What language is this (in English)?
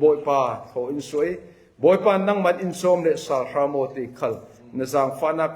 Falam Chin